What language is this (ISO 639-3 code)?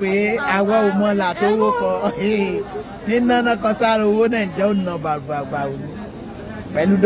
yor